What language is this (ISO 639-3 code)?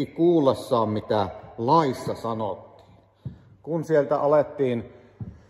fin